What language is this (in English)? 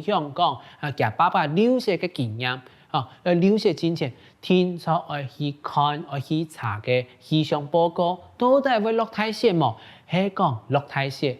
Hakka Chinese